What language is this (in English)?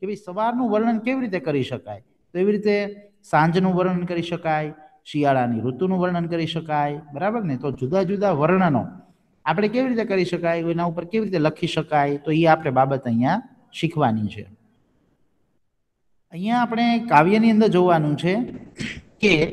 Gujarati